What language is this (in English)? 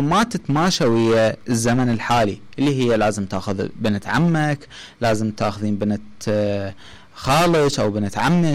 Mesopotamian Arabic